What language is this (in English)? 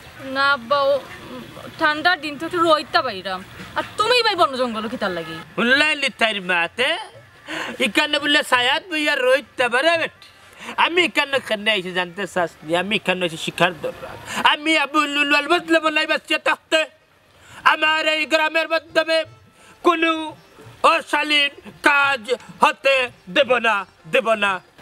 Sylheti